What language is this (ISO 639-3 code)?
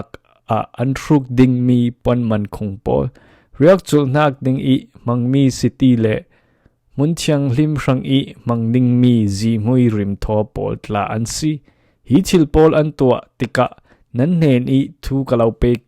cfm